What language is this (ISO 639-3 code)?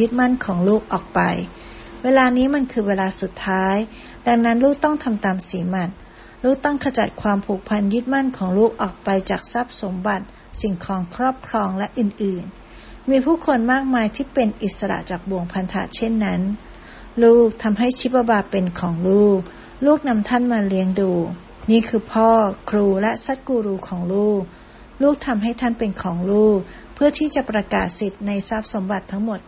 tha